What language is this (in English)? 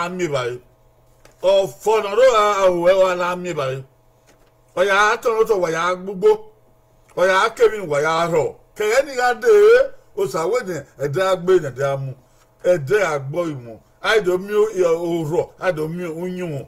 Bini